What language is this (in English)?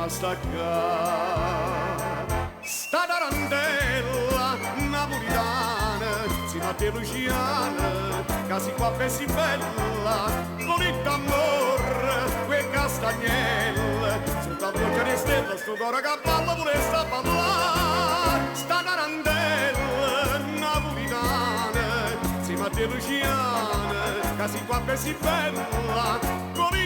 Neapolitan